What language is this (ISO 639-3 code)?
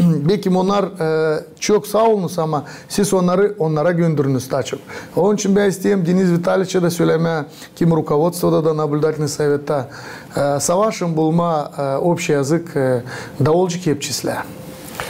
gag